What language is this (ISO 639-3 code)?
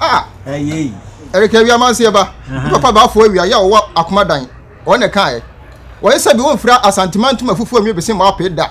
aka